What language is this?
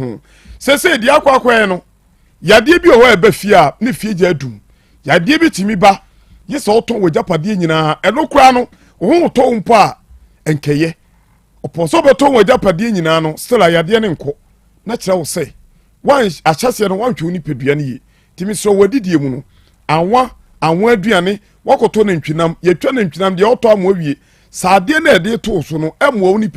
Akan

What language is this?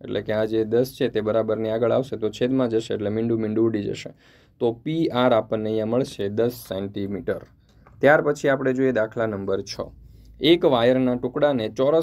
Gujarati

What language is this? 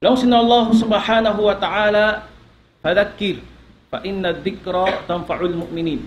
Tausug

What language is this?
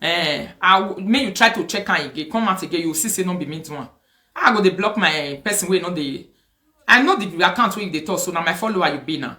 Nigerian Pidgin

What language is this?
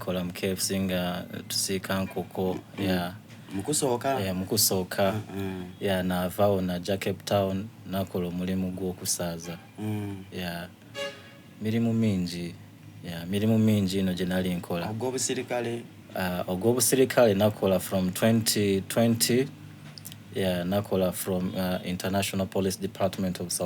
Soga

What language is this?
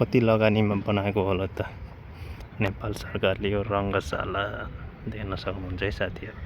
Nepali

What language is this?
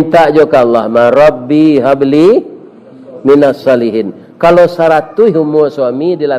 Minangkabau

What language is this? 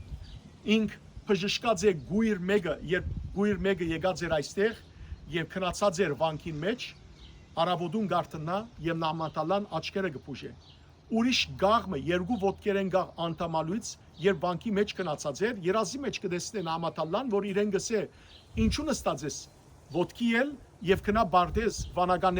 Western Armenian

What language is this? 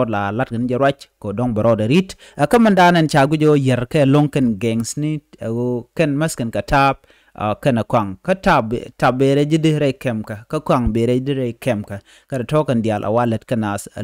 Nuer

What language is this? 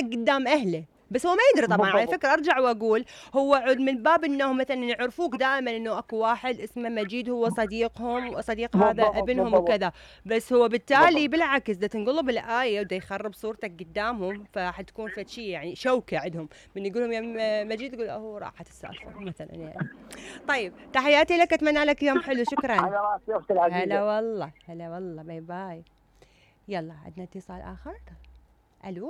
Mesopotamian Arabic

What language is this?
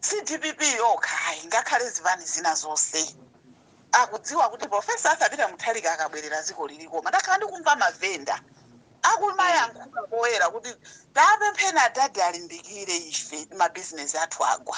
Nyanja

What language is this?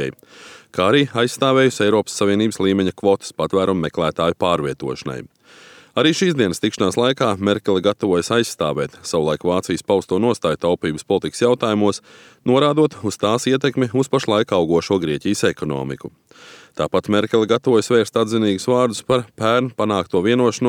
Latvian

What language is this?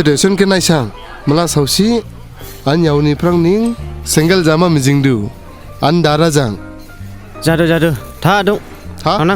Dimasa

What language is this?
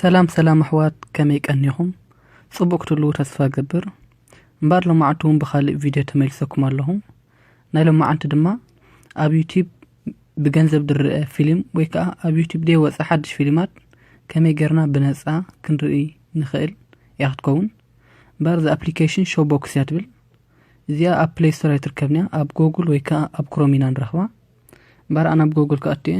Tigrinya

